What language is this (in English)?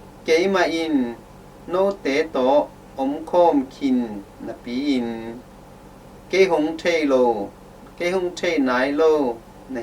Tedim Chin